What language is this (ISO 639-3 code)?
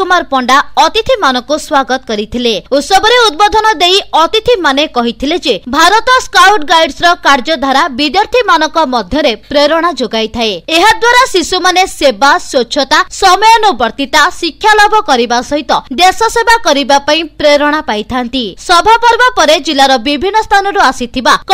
ori